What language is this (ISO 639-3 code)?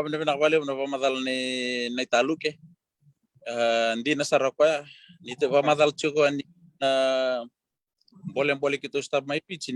fij